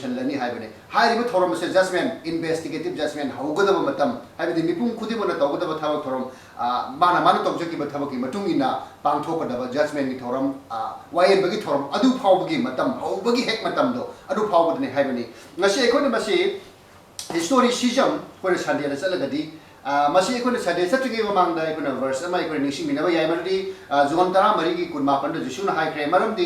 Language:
Manipuri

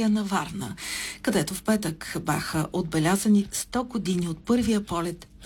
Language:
Bulgarian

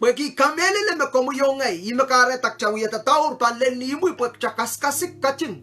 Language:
Pohnpeian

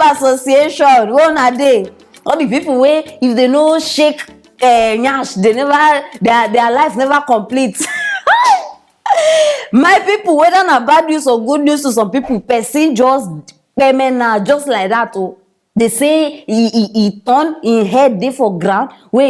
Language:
Nigerian Pidgin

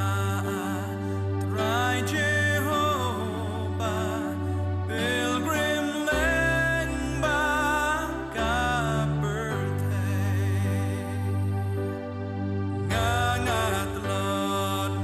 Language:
Khasi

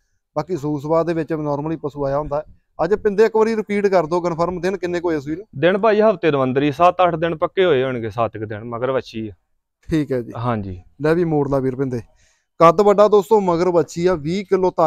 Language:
Punjabi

